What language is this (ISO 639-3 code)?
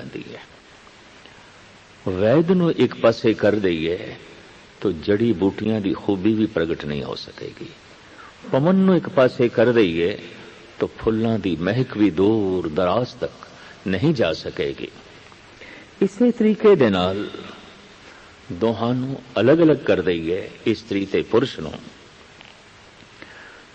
pan